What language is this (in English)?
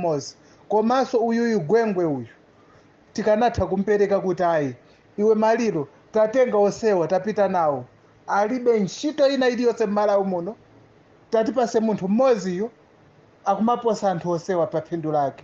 Nyanja